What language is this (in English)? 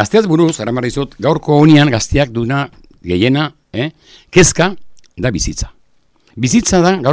Basque